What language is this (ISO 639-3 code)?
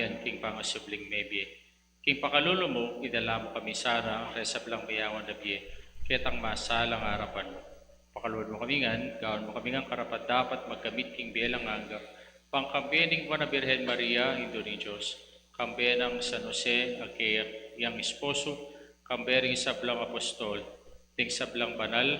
pam